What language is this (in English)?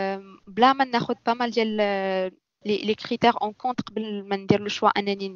Moroccan Arabic